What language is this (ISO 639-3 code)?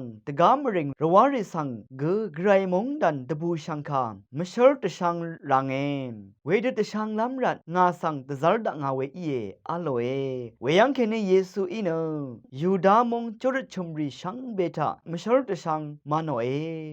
raw